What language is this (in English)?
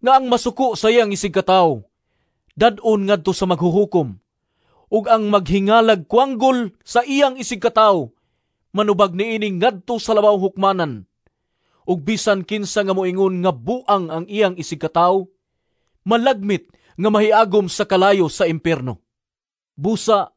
Cebuano